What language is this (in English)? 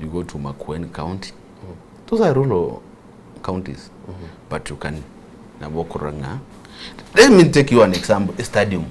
Gusii